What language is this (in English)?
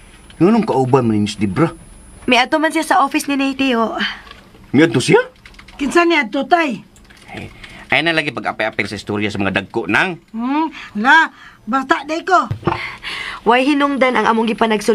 Cebuano